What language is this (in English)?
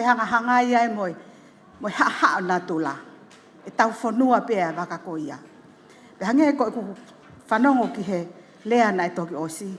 Tongan